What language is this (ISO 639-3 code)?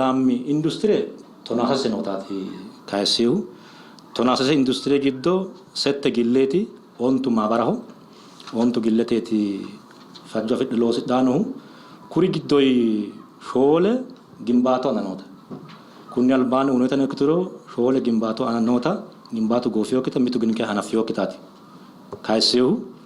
sid